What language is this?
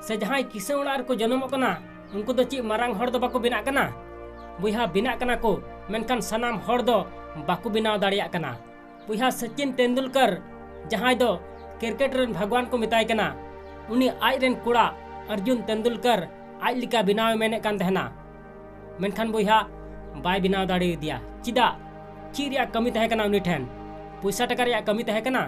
Santali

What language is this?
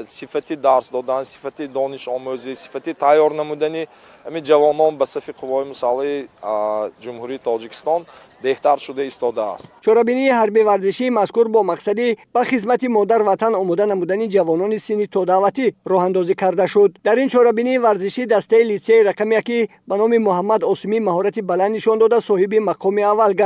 Tajik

